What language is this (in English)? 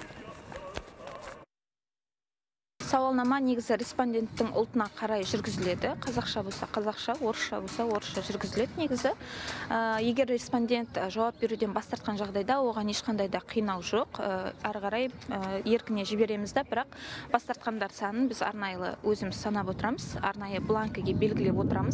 Kazakh